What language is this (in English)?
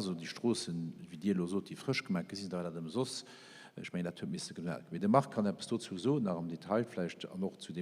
Luxembourgish